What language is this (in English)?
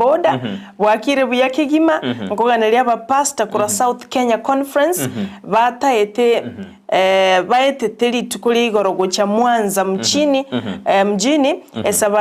Gusii